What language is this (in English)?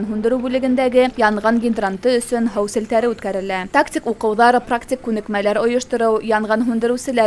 Bashkir